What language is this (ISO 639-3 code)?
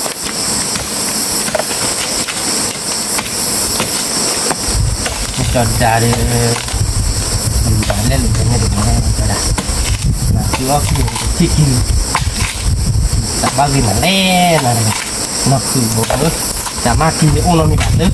ksw